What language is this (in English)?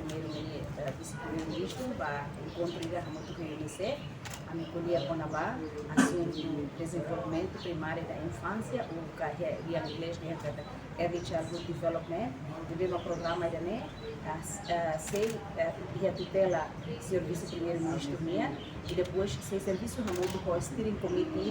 Tetum